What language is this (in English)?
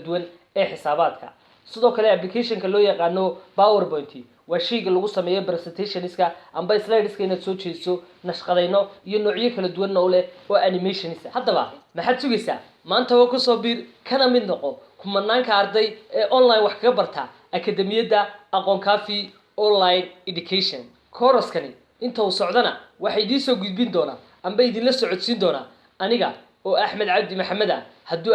Somali